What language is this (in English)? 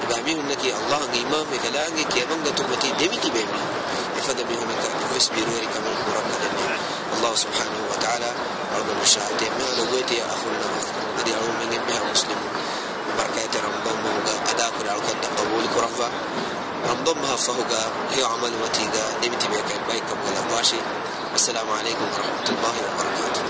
Divehi